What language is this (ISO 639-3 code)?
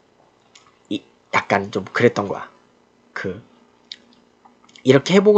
kor